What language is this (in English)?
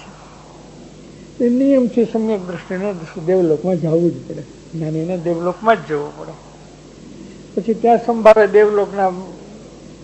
Gujarati